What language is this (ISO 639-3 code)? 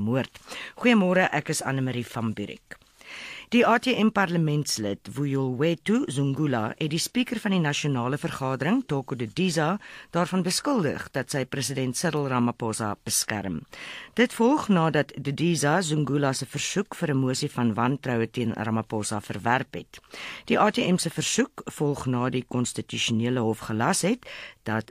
afr